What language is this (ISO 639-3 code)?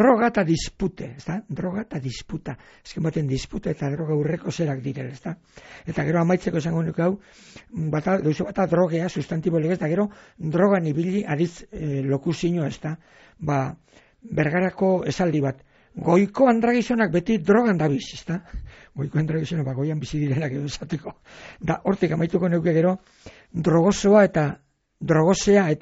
eus